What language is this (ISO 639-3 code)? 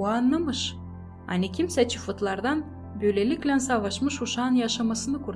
gag